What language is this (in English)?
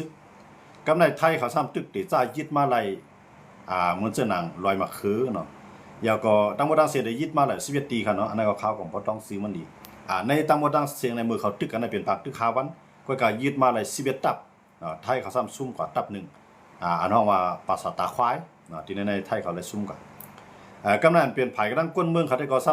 Shan